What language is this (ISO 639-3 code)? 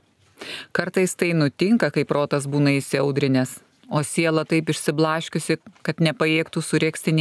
lit